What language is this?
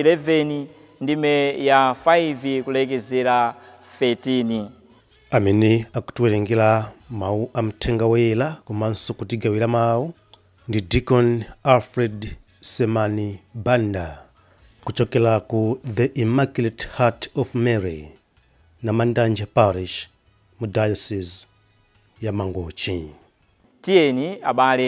Nyanja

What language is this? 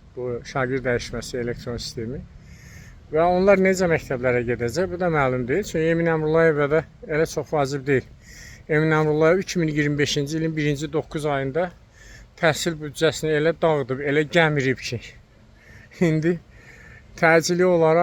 Azerbaijani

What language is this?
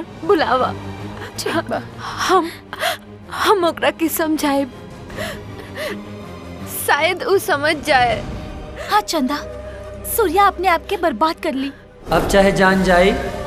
Bhojpuri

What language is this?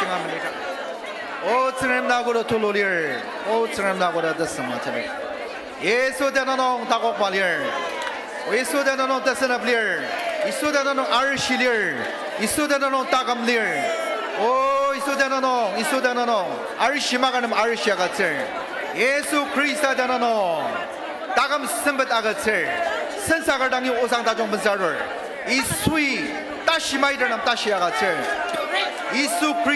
Ao Naga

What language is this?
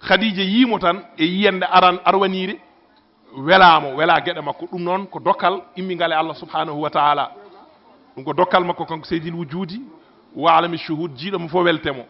Fula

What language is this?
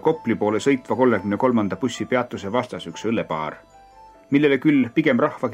Estonian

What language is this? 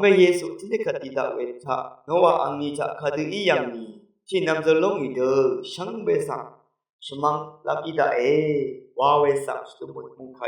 Rawang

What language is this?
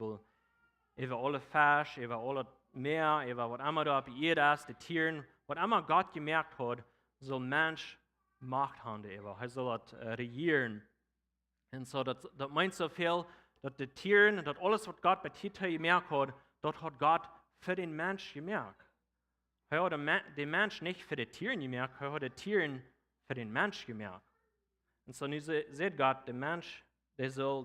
Plautdietsch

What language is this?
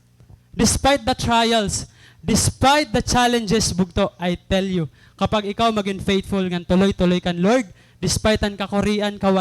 Waray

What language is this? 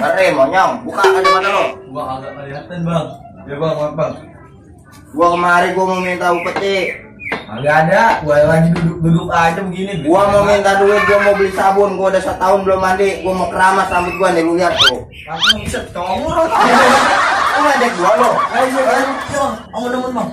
Betawi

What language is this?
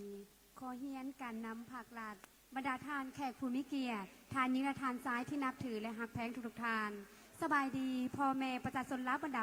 Lao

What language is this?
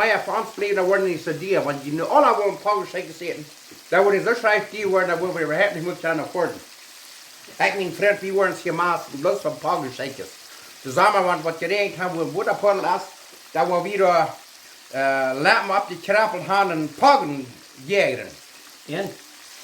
Plautdietsch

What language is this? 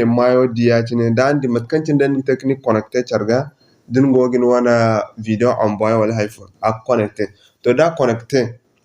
Zarma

